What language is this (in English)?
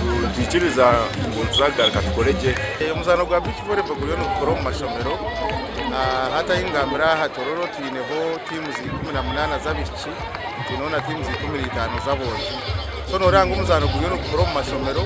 Nyankole